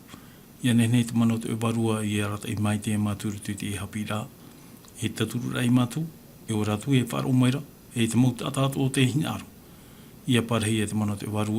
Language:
Tahitian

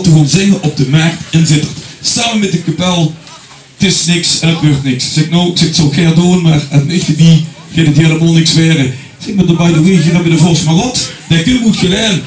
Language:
Limburgish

